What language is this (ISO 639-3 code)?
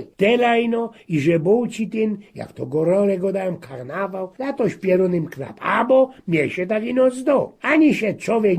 szl